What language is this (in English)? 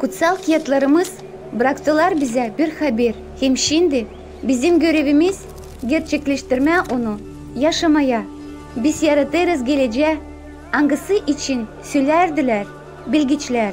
Gagauz